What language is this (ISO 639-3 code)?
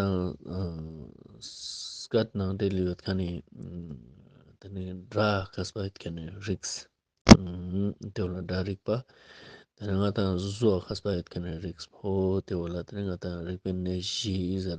lbj